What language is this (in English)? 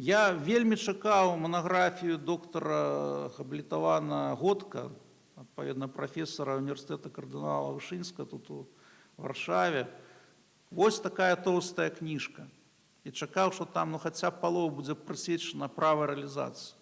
Belarusian